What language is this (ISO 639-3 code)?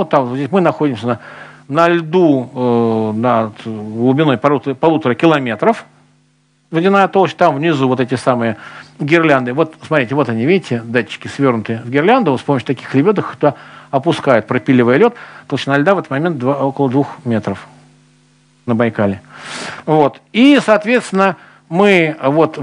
rus